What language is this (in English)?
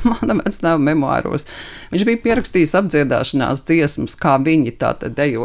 Latvian